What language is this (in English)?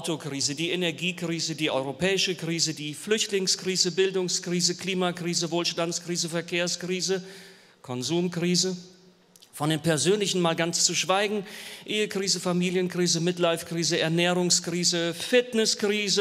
Swiss German